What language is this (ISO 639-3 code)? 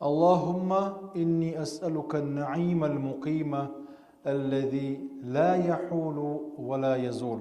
che